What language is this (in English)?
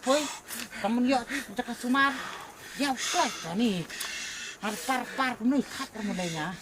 Khasi